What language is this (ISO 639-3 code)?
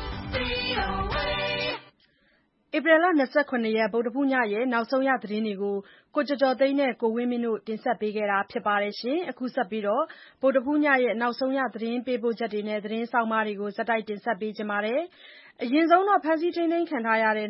mya